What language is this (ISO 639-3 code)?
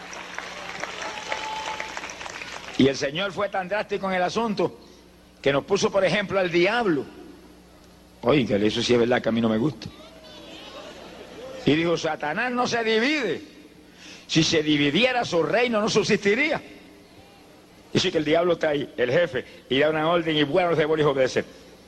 spa